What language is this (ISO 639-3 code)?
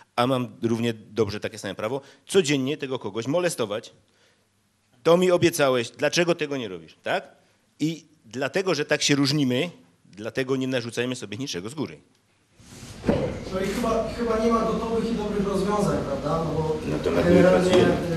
pol